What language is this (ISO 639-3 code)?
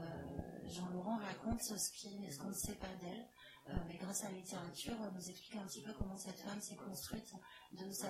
fra